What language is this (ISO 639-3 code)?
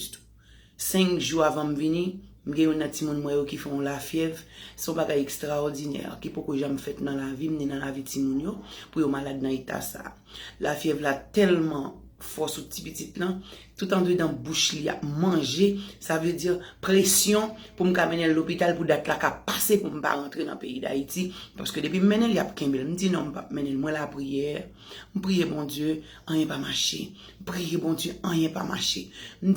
hat